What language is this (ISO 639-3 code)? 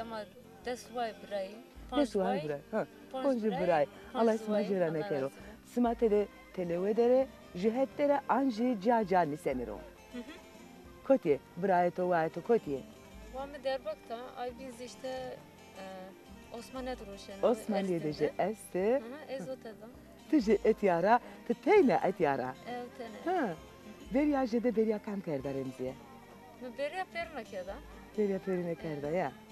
zza